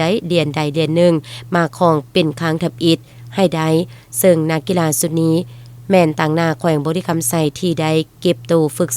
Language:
Lao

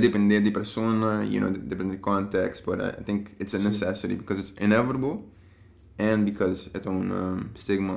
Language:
Papiamento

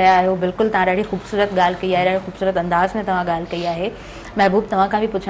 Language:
Sindhi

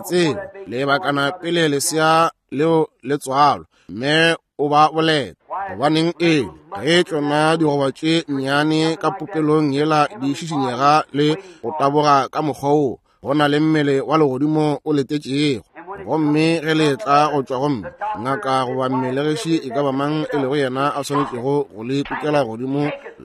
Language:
Northern Sotho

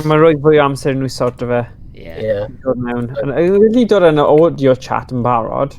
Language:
Welsh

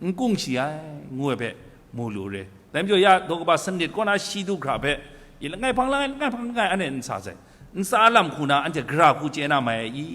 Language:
Kachin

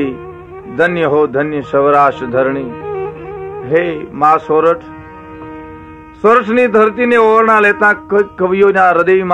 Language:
Gujarati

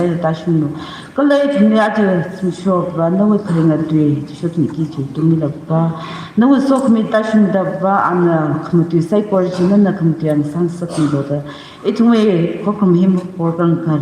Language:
Tangkhul Naga (India)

